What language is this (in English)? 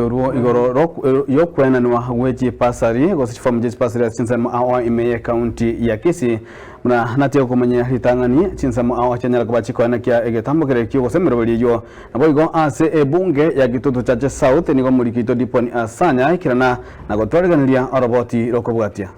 Gusii